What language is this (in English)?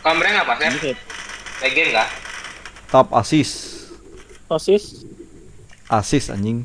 Banjar